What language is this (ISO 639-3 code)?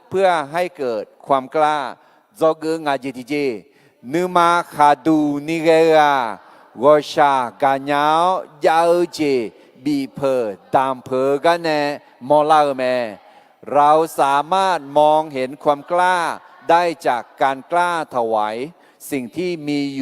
ahk